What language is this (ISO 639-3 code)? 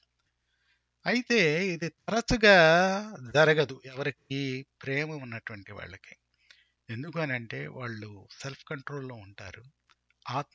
tel